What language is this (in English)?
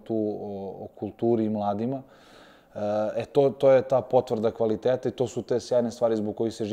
Serbian